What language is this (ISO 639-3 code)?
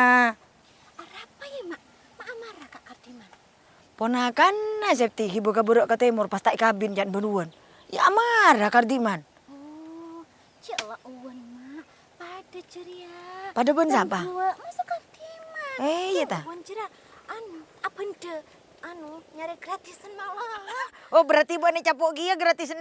mad